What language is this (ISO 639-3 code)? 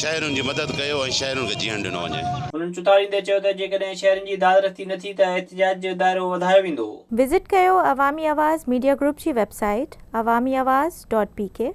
snd